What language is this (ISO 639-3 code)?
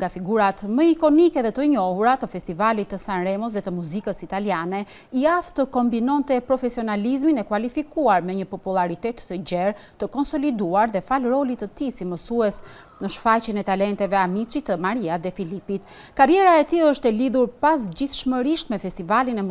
sqi